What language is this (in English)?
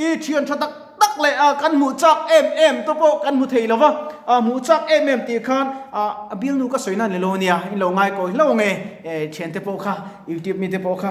Mizo